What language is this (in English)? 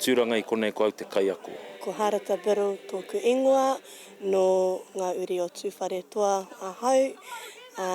Māori